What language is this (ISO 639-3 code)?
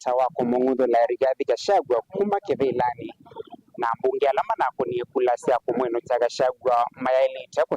kam